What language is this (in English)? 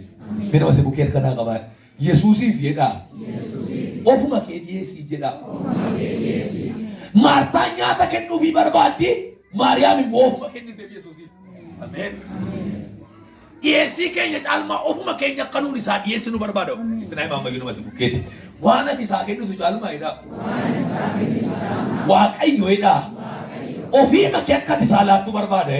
Oromo